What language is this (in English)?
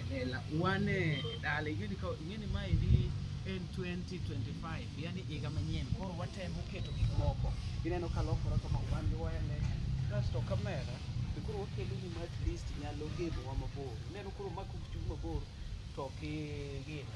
Luo (Kenya and Tanzania)